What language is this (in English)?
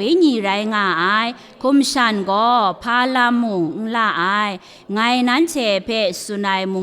Kachin